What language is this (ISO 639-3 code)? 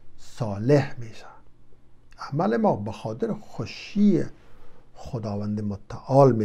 fas